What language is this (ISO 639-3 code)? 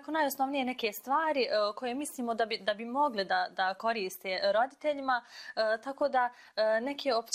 bos